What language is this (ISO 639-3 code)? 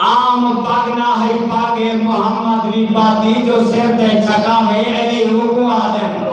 skr